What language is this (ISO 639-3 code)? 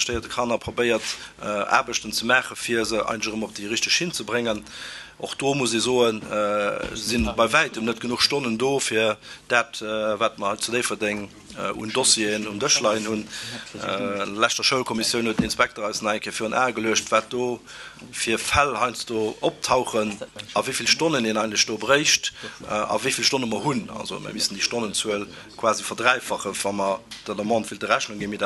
ltz